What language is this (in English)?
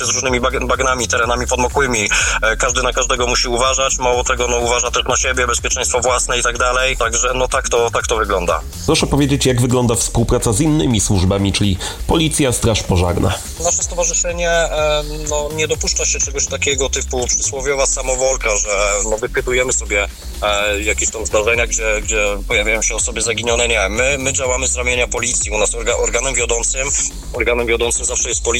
Polish